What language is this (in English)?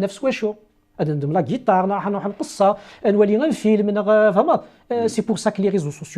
Kabyle